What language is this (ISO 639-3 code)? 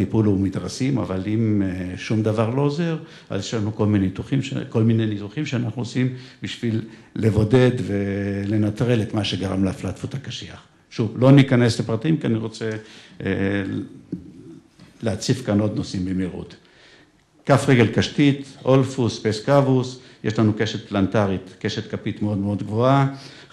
heb